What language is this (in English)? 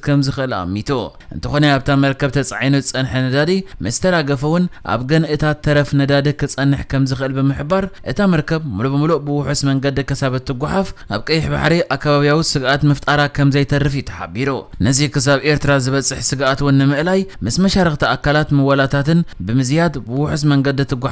Tigrinya